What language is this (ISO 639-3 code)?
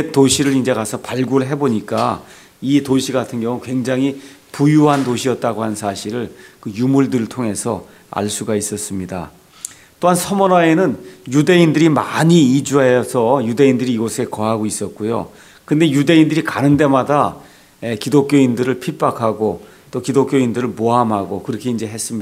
kor